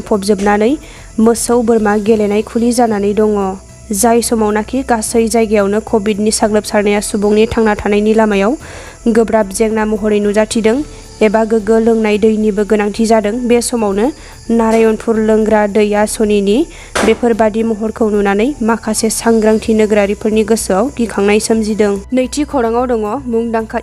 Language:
Bodo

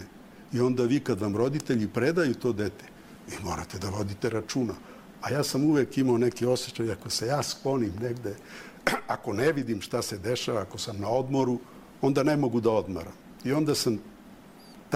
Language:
Serbian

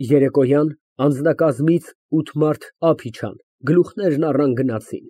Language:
Armenian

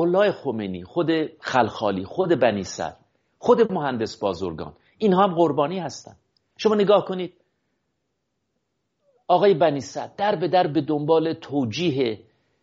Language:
Persian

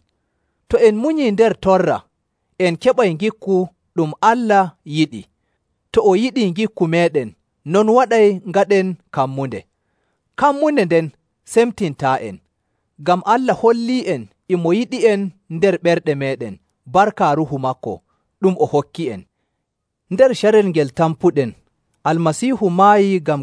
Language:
Nigerian Fulfulde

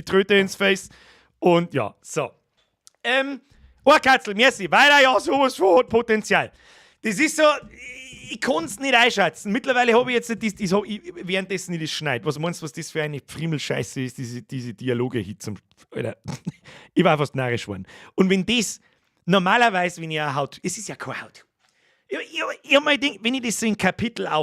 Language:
Bavarian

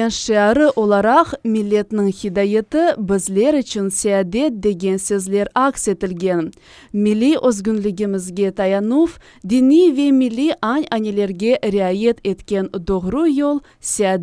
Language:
Crimean Tatar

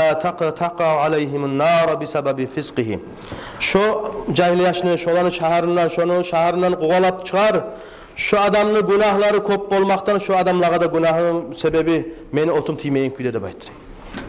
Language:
Kumyk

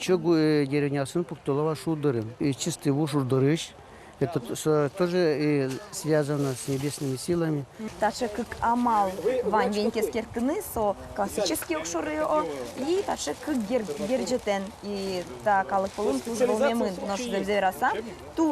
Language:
Udmurt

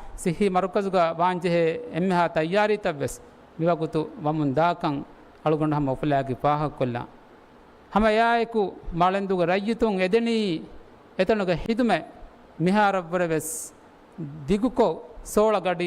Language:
Divehi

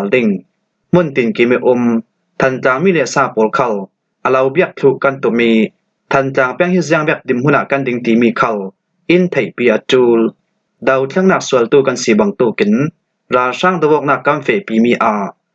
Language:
Falam Chin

